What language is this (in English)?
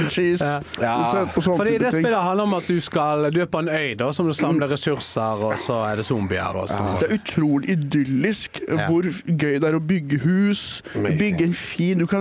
Norwegian